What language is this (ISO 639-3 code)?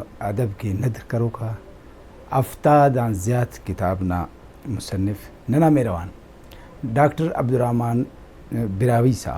brh